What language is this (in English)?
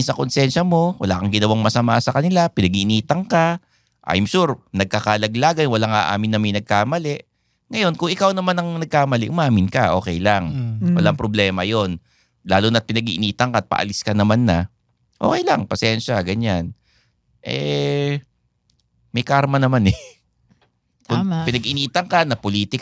Filipino